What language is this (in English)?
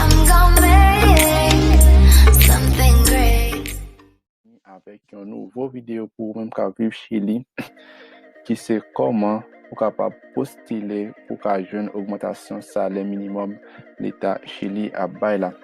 Haitian Creole